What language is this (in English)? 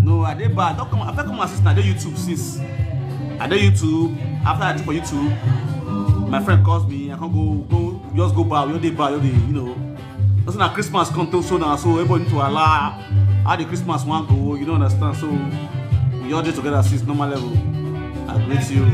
Nigerian Pidgin